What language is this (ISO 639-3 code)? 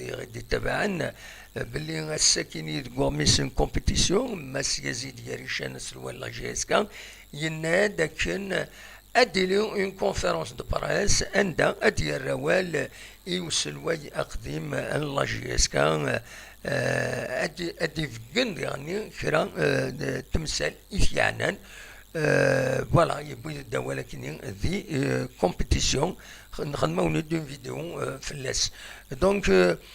kab